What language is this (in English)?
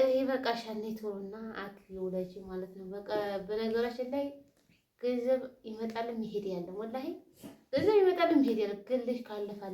Amharic